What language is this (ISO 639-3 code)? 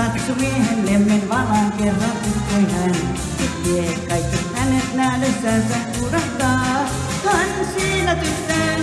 fin